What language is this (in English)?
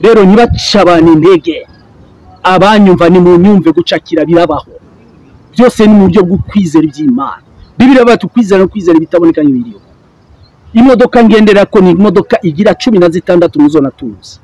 Rundi